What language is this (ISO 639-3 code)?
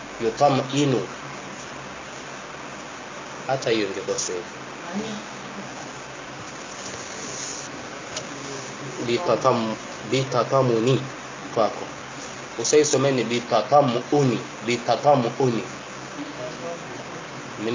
swa